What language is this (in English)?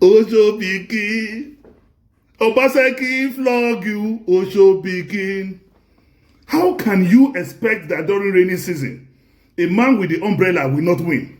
Nigerian Pidgin